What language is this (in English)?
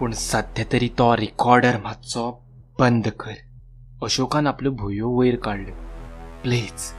Konkani